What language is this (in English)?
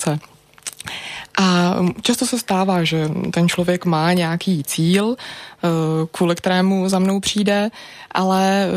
Czech